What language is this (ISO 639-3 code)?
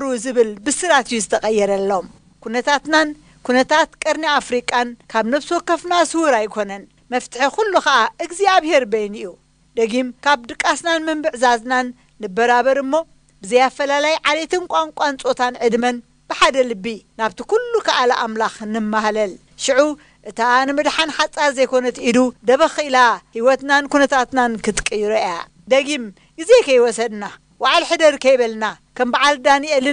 tir